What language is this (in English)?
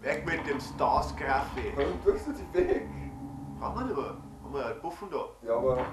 Bavarian